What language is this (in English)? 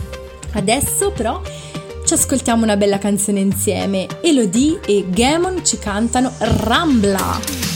Italian